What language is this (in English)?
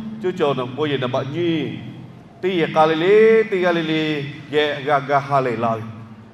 Lahu